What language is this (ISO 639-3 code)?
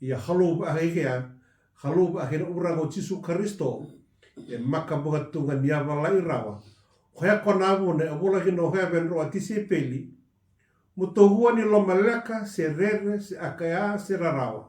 fij